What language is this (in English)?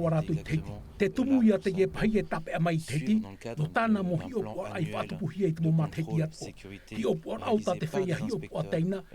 Tahitian